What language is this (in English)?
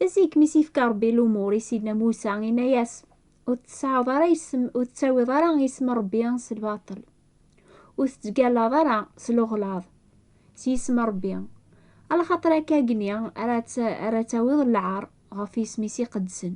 Kabyle